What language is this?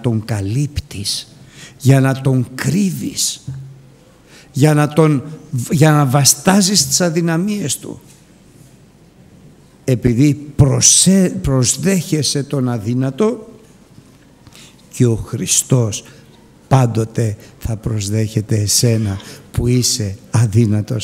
Greek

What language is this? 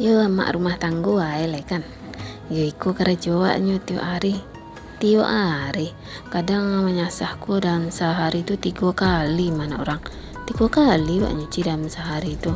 Minangkabau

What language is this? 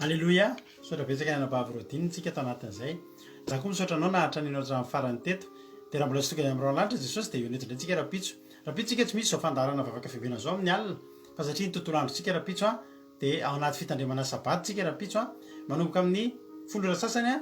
Malagasy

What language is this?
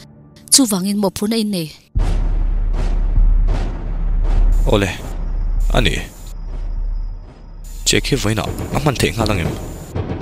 Mizo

